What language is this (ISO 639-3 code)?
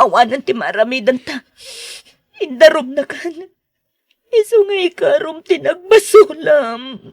ilo